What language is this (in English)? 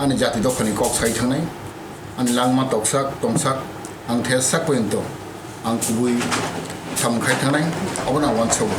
Kok Borok